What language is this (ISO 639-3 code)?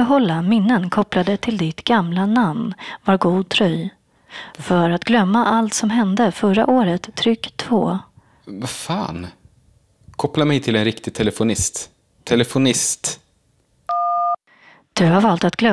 swe